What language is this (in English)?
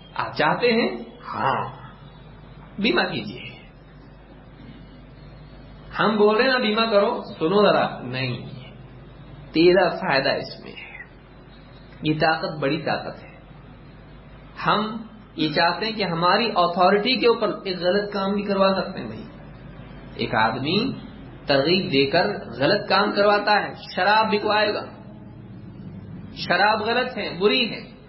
Urdu